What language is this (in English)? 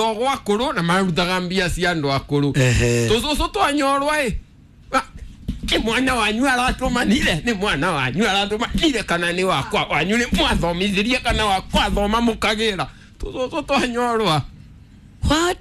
Kikuyu